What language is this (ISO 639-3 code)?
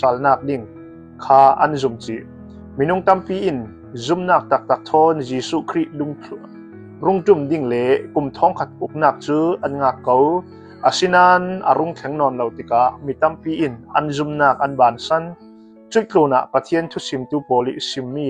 cnh